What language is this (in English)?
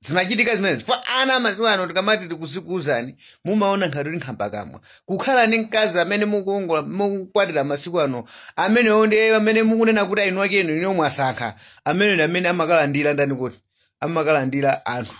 Nyanja